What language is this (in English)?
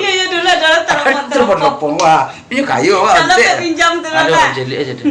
Minangkabau